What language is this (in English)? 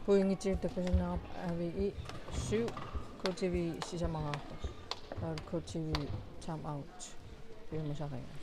Kalaallisut